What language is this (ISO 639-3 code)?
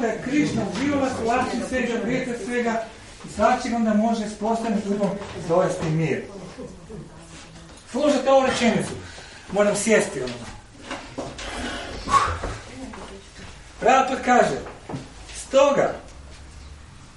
hrv